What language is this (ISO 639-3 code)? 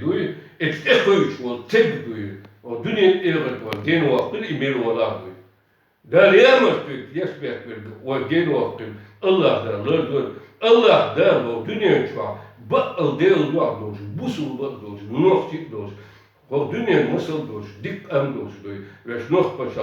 che